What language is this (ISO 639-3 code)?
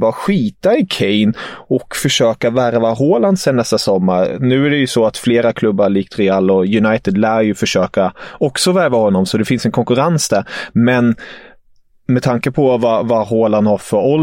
swe